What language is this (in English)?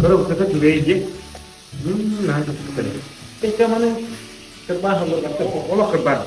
Yakut